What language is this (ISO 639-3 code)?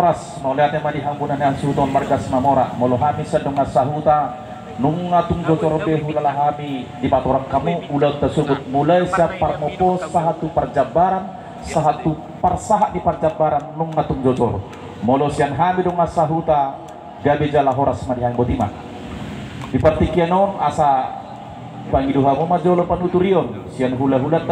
bbc